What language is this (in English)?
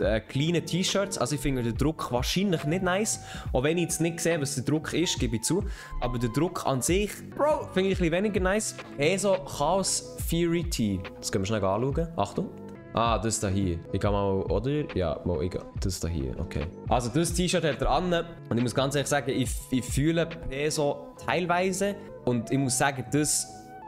Swiss German